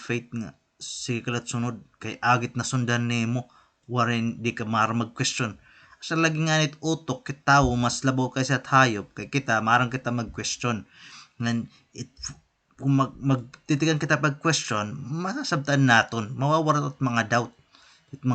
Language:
Waray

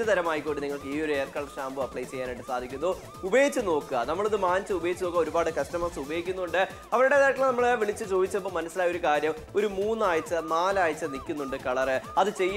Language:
Malayalam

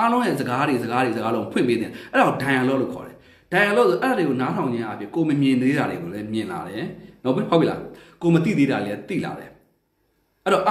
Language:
Burmese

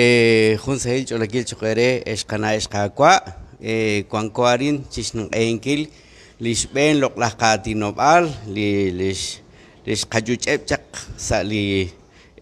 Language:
Kekchí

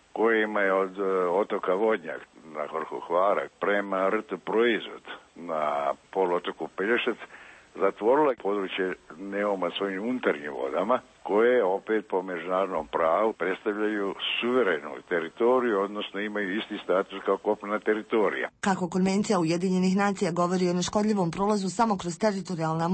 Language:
Croatian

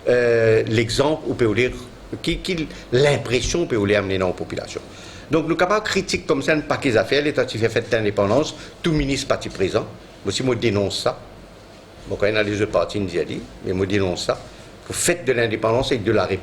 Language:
Morisyen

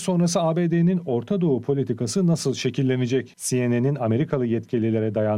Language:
Turkish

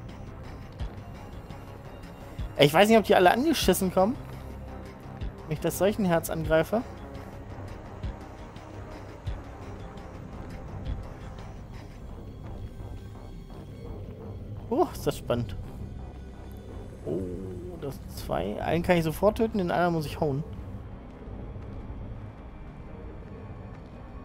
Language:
German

